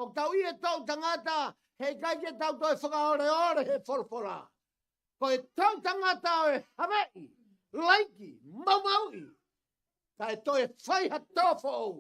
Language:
Tongan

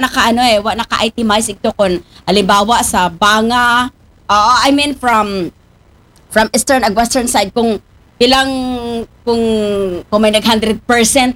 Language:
Filipino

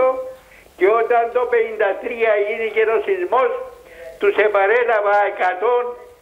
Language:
Greek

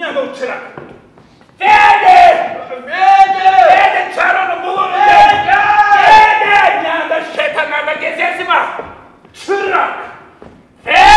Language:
Gagauz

